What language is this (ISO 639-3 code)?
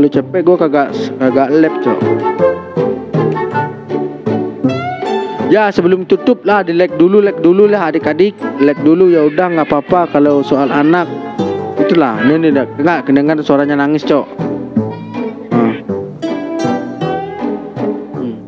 ind